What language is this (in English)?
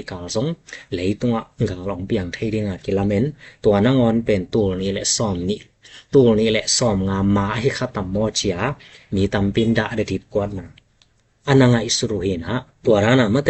Tedim Chin